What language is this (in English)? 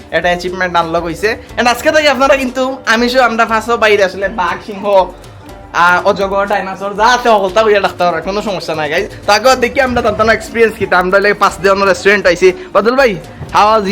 Sylheti